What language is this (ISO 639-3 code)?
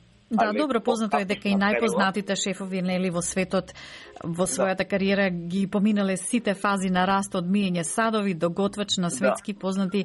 mkd